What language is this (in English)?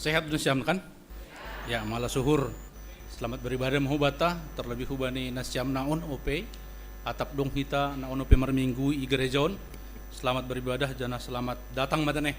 Batak Simalungun